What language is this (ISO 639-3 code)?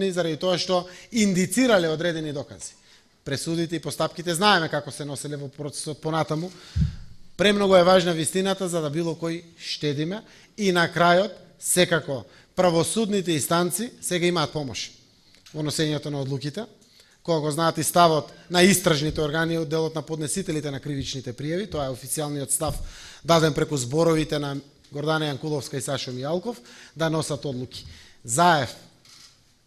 mkd